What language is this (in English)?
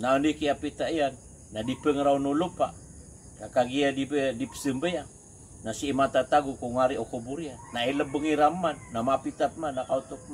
Maranao